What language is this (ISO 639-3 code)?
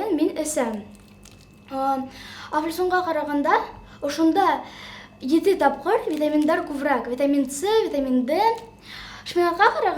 bak